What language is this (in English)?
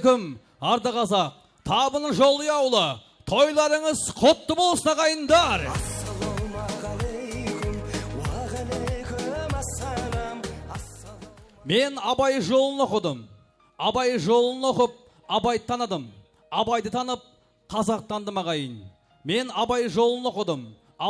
Kara-Kalpak